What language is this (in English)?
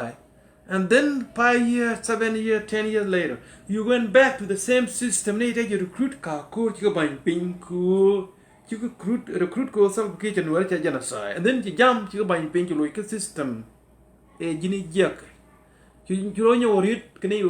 Nuer